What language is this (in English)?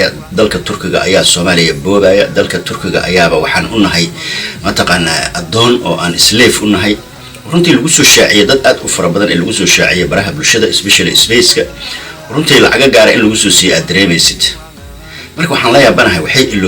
Somali